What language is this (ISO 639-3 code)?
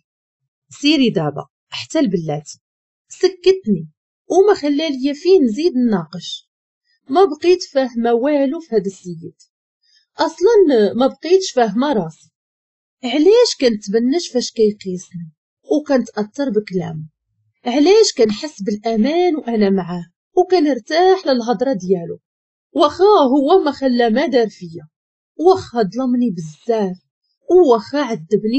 ary